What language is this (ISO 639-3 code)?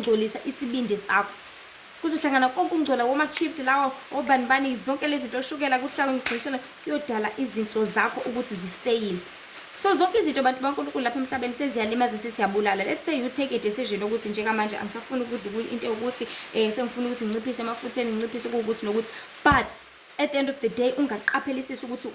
zul